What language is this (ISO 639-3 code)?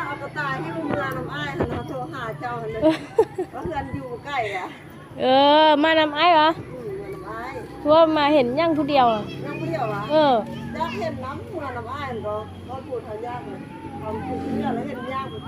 lao